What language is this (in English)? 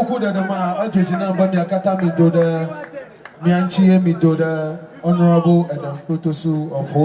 Ewe